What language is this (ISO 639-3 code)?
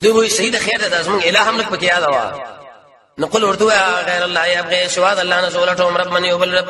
pus